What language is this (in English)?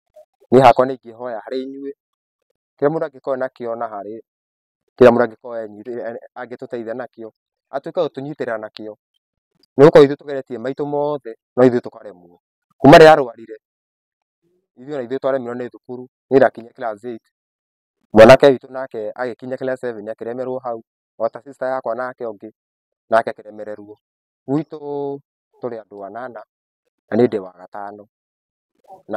Kikuyu